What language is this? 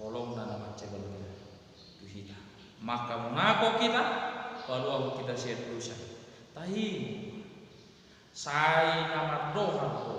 Batak Toba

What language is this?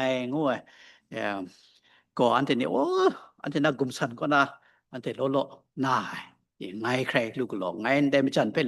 Kachin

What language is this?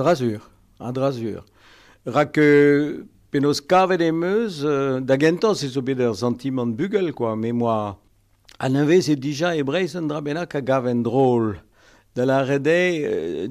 Breton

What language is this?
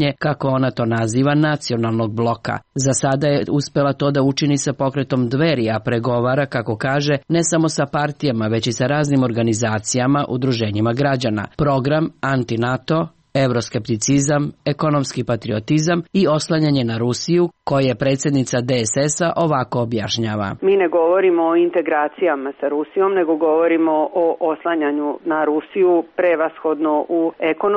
Serbian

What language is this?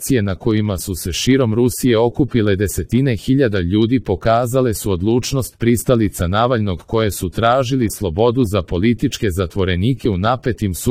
Serbian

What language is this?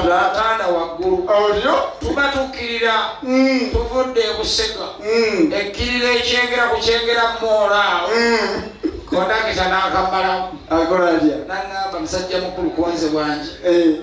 Ganda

